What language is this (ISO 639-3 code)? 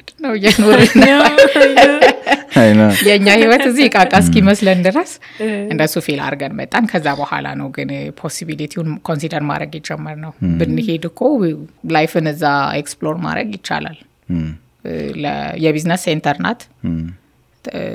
amh